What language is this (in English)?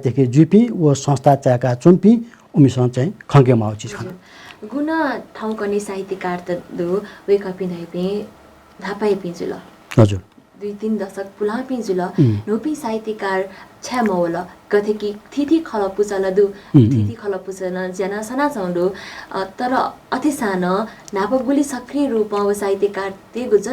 Newari